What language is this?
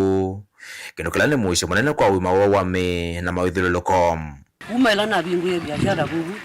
Kamba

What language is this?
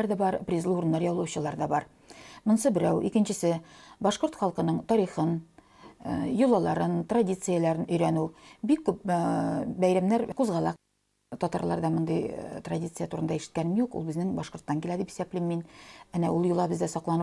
Bashkir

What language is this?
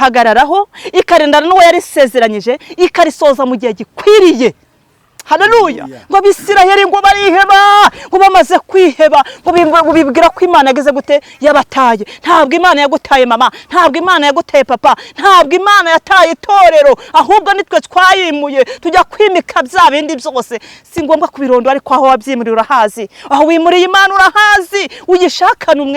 Kinyarwanda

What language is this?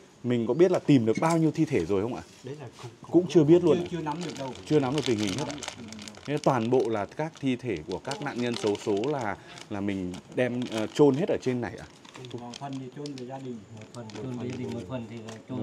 Vietnamese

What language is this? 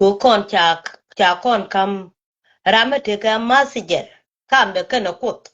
Nuer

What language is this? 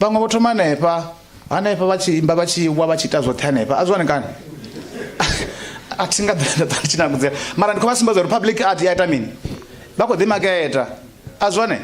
Venda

